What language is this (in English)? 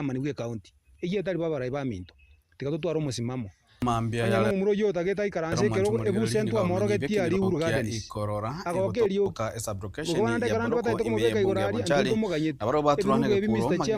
Gusii